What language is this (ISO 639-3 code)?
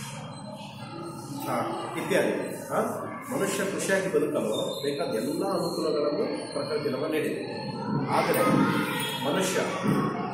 kan